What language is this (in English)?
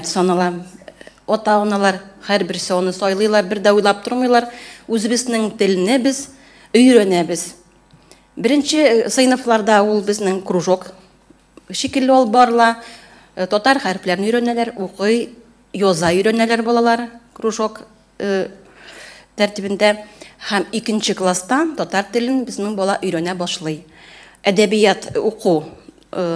Tatar